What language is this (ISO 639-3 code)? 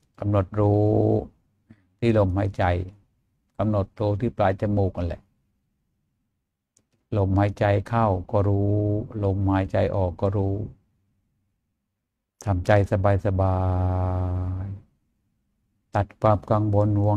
tha